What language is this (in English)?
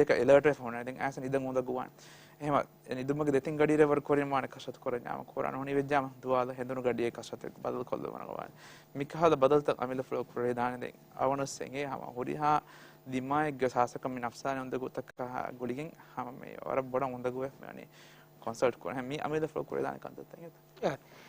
Divehi